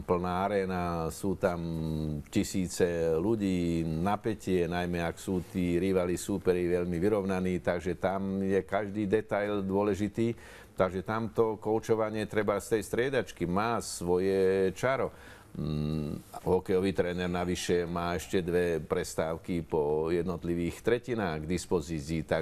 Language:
Slovak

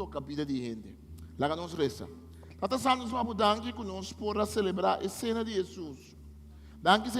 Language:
Papiamento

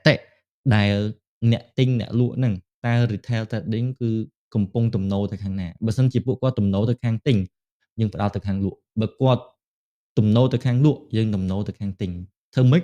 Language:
Khmer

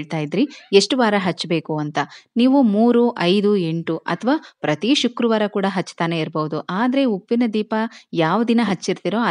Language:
Kannada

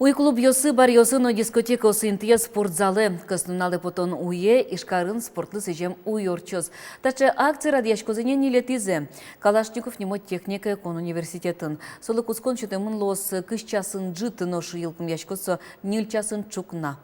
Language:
Udmurt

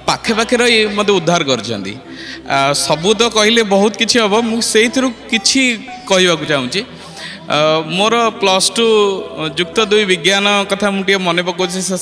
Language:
Odia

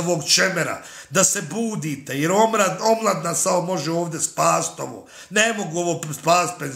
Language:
Bosnian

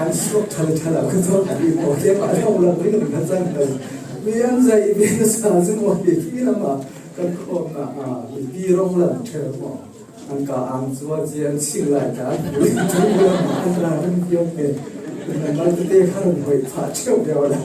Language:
Falam Chin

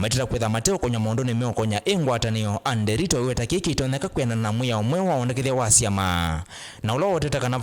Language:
Kamba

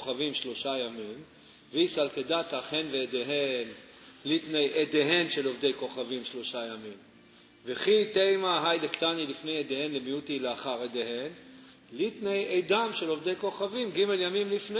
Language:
Hebrew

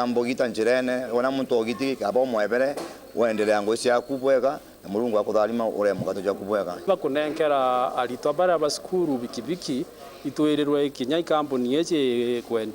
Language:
Meru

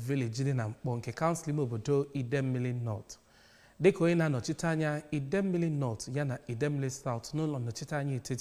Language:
Igbo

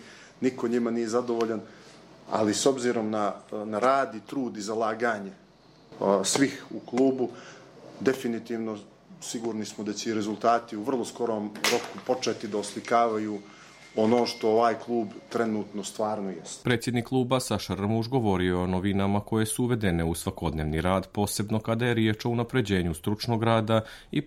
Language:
Bosnian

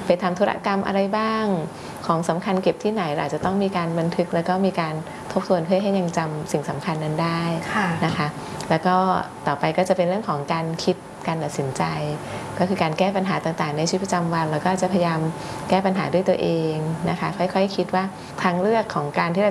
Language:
Thai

